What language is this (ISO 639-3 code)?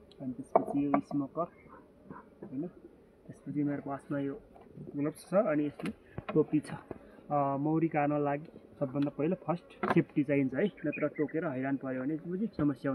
nep